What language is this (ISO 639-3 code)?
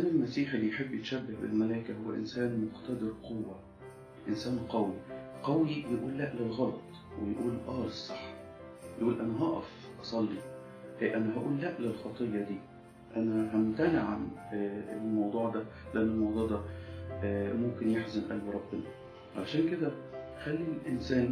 arz